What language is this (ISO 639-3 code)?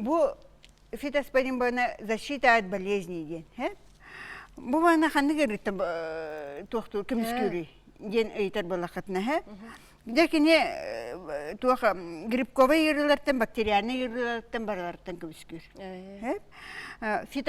sah